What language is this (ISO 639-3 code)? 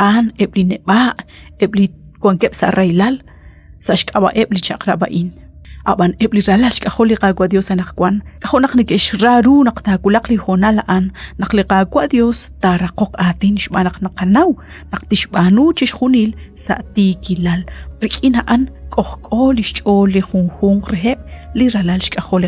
kek